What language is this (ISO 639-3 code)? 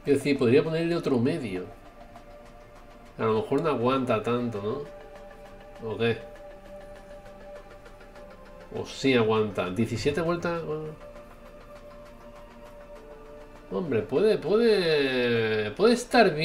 spa